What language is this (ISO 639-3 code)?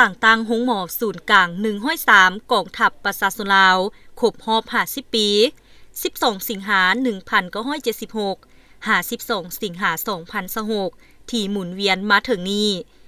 lao